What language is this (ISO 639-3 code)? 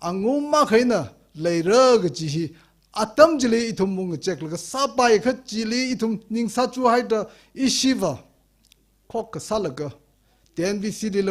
nmf